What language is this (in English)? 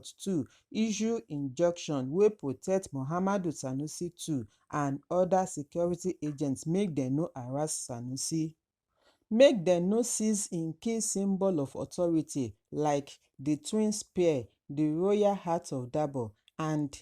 Nigerian Pidgin